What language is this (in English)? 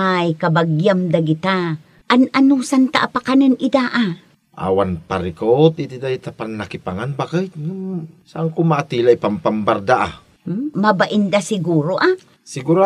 Iloko